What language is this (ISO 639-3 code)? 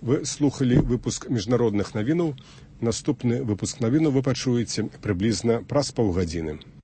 bel